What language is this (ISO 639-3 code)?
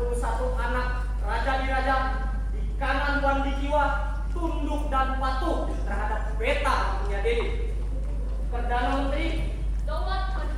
bjn